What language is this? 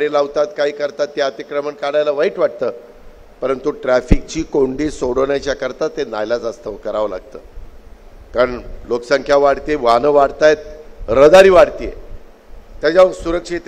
Marathi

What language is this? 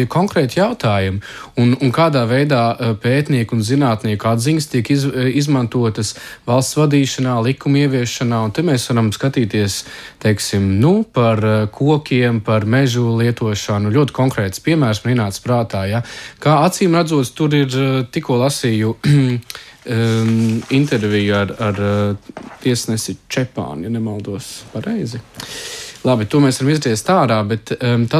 Latvian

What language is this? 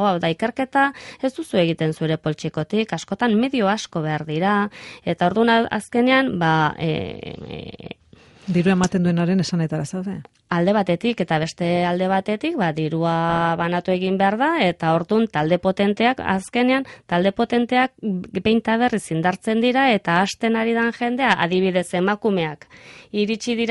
Basque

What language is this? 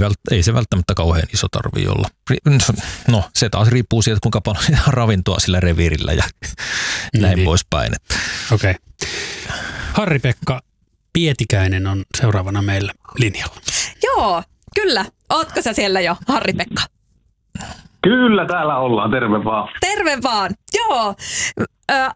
Finnish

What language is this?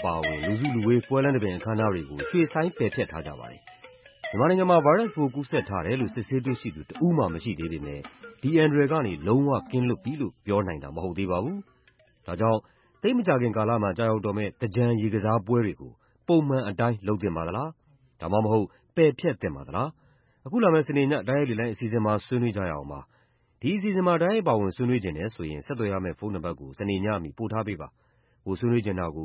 Burmese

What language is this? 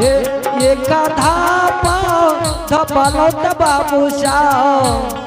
Angika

